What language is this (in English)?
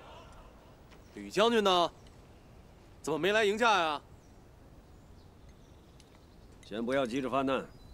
Chinese